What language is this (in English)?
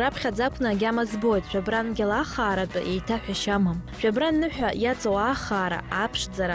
Abkhazian